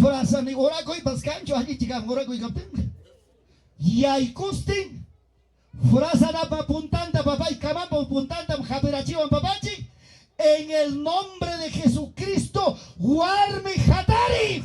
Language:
Ayacucho Quechua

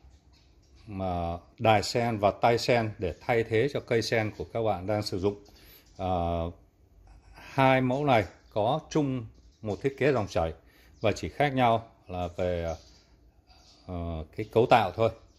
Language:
Vietnamese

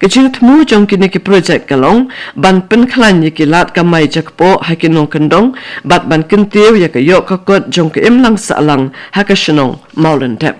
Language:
Khasi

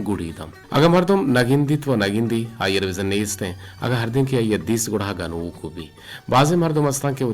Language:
Eastern Balochi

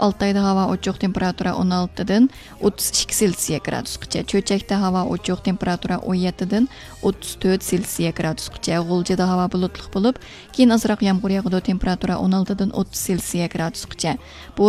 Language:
Uyghur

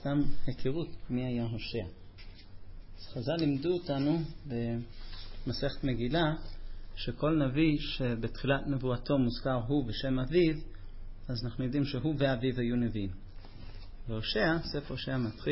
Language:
Hebrew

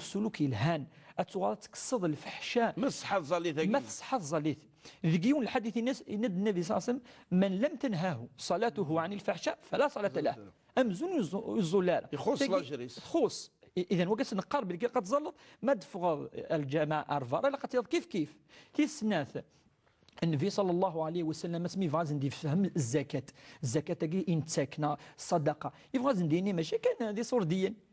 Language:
Kabyle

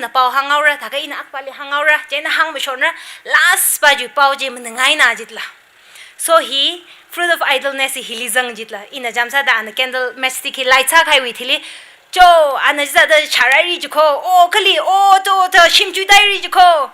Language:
Tangkhul Naga (India)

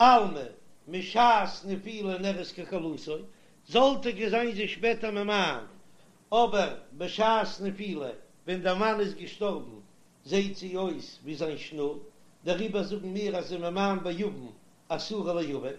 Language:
Yiddish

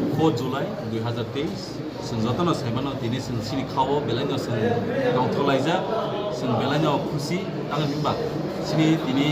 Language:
Kok Borok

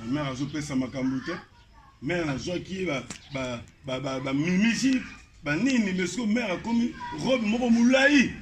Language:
Lingala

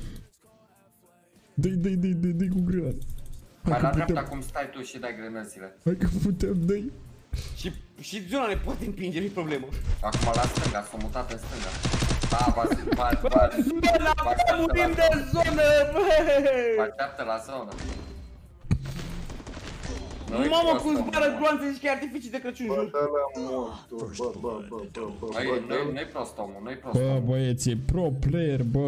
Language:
Romanian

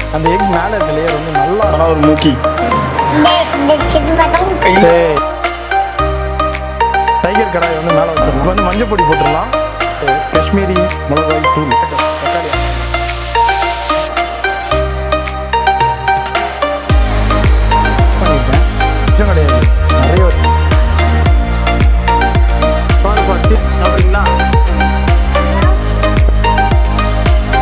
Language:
Tamil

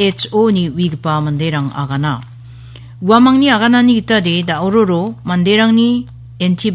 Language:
Garo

